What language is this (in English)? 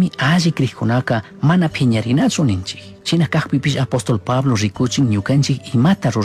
Chimborazo Highland Quichua